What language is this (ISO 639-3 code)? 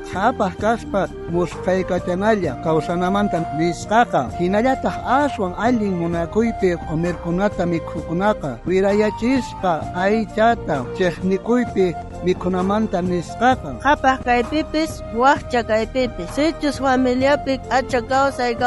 quh